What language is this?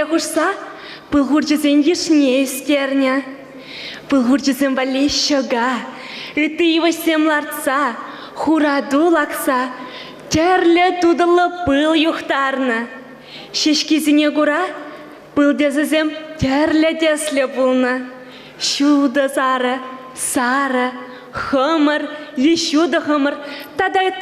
Chuvash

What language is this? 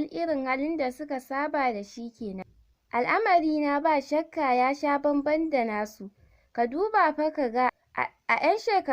Hausa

